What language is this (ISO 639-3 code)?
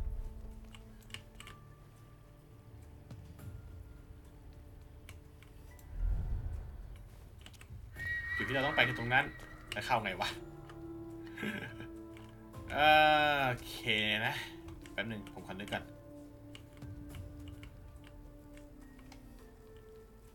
tha